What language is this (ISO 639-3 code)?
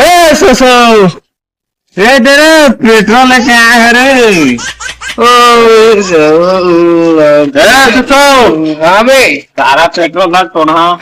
hne